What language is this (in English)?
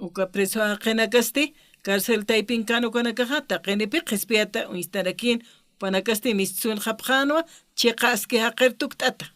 Aymara